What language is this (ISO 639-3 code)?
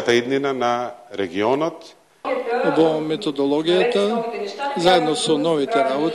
mkd